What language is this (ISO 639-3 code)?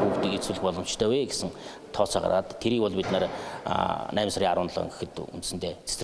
mon